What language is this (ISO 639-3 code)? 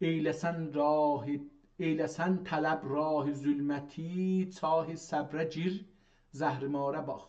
azb